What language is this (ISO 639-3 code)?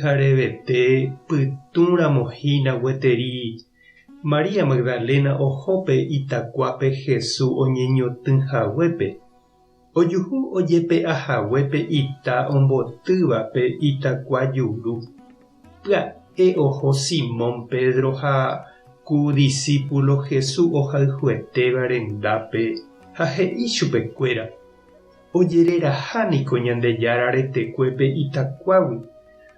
grn